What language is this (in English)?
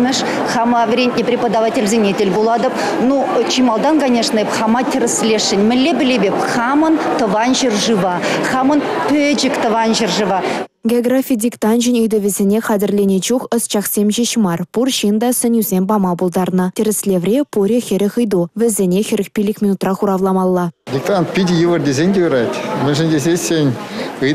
Chuvash